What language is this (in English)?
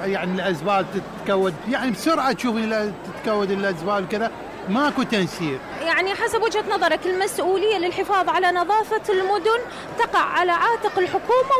Mesopotamian Arabic